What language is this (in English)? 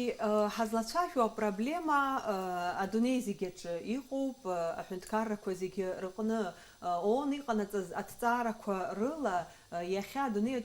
Abkhazian